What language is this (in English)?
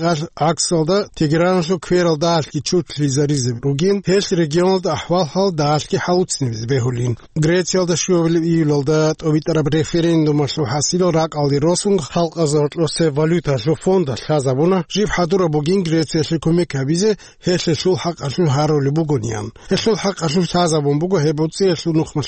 Avaric